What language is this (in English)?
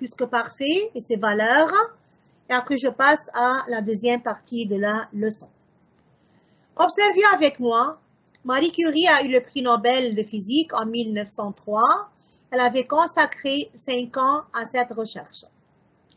French